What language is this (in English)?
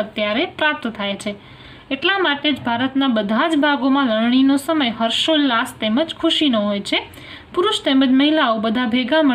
Gujarati